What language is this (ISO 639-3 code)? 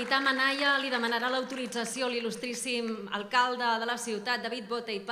cat